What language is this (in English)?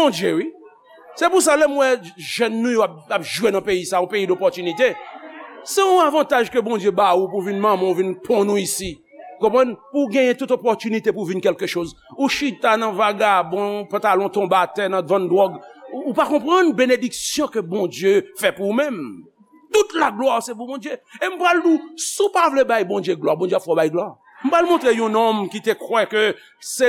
Haitian Creole